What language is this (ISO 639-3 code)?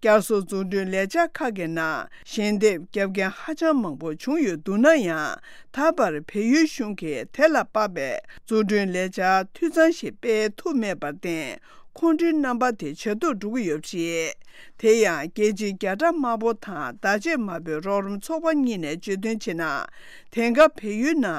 bod